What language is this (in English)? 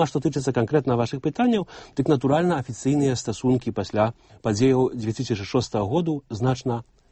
Belarusian